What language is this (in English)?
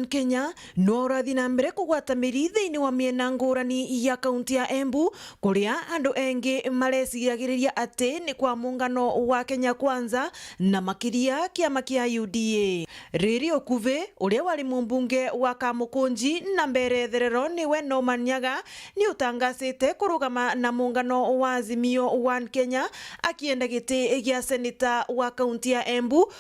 Meru